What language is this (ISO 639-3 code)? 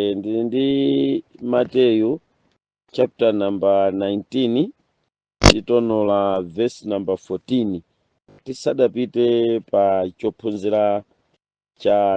nya